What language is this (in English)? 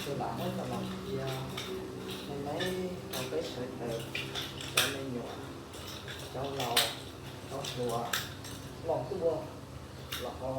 Hmong